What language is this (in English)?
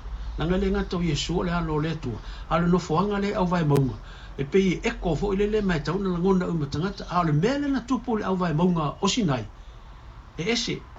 Samoan